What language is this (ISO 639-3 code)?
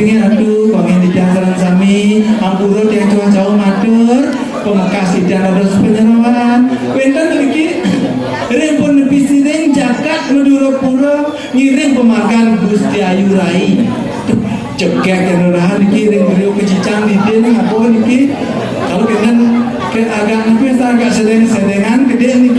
ban